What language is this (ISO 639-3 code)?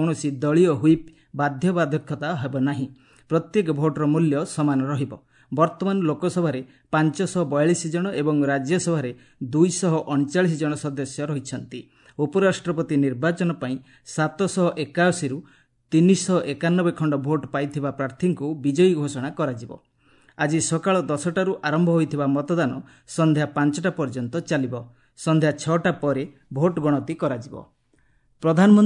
ori